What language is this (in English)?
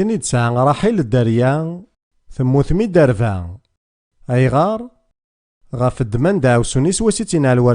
Kabyle